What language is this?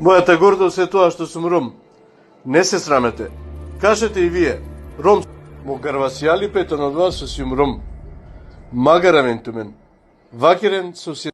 Balkan Romani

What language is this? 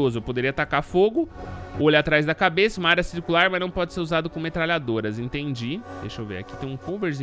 Portuguese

